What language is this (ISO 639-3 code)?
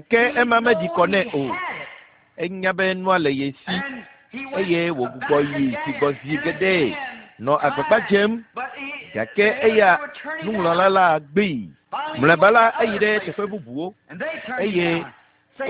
ewe